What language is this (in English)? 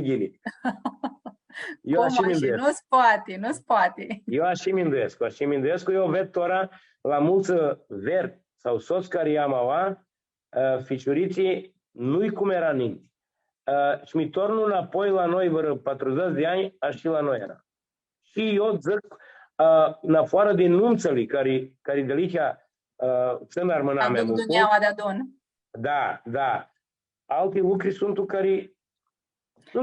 Aromanian